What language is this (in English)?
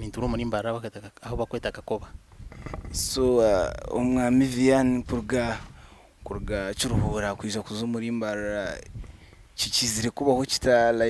Nyankole